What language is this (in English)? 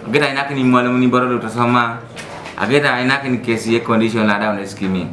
Teso